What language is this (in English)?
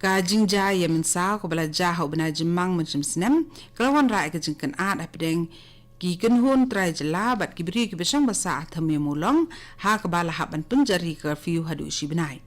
Khasi